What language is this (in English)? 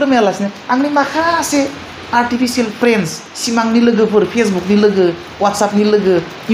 Bodo